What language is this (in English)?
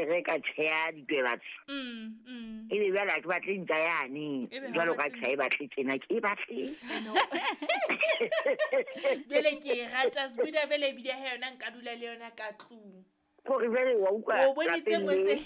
Southern Sotho